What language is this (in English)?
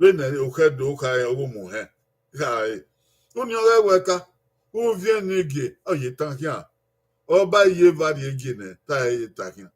Bini